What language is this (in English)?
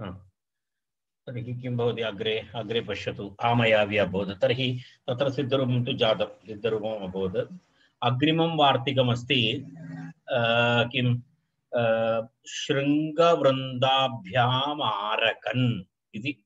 Sanskrit